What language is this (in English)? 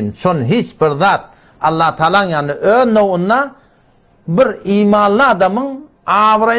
Turkmen